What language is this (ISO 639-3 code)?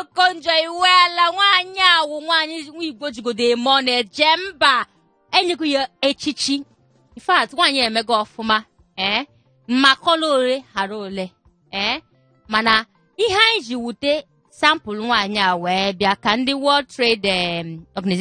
ibo